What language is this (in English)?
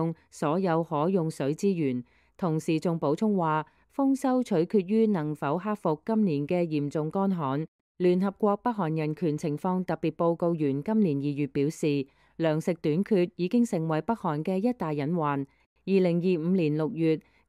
Cantonese